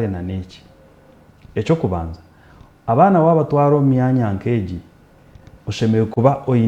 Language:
Nyankole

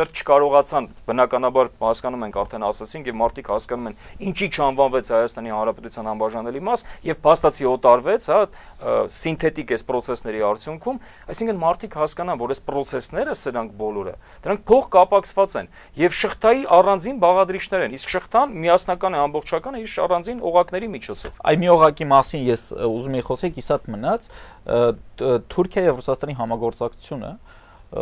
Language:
Armenian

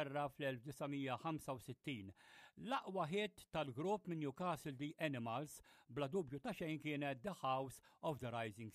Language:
Maltese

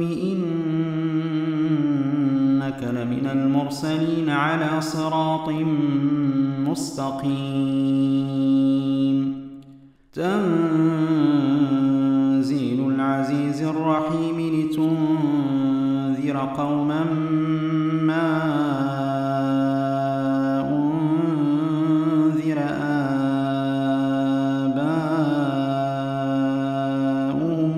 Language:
Arabic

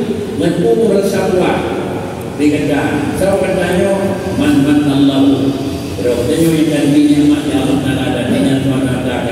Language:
Achinese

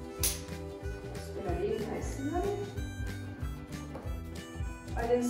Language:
Danish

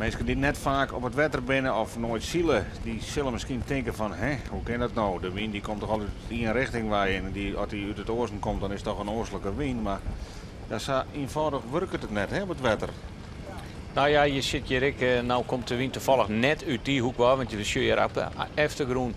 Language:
Western Frisian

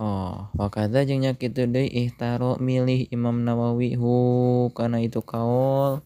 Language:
Sundanese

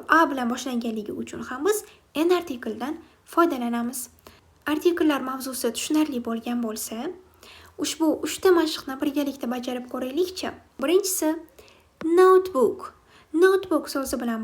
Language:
Uzbek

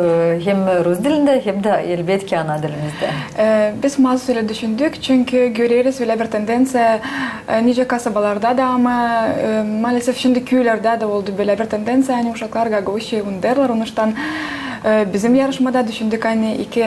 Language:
Gagauz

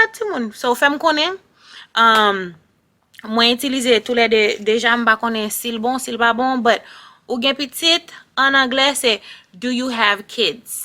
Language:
Haitian Creole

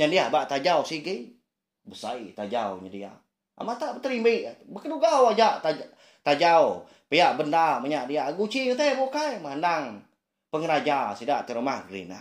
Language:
Iban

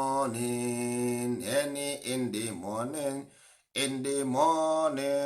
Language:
Igbo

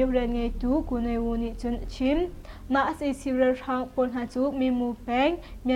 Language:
Hakha Chin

